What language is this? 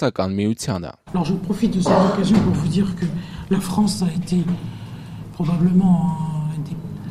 Armenian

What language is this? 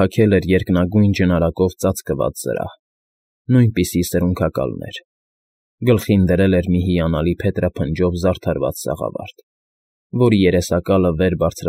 Armenian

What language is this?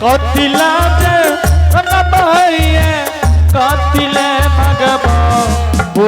Angika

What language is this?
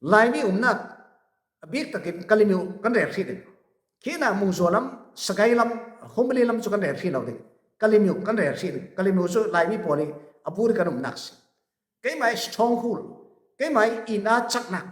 Falam Chin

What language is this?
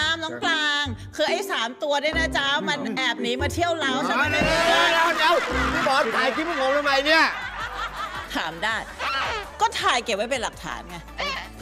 Thai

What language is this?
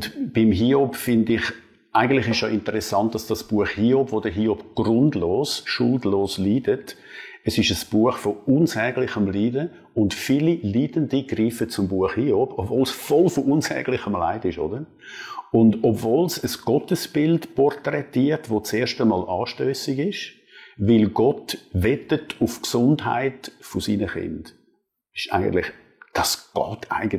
Swiss German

